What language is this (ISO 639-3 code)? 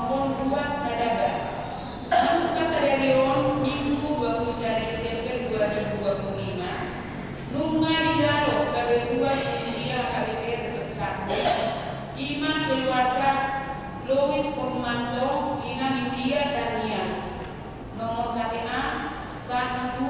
bbc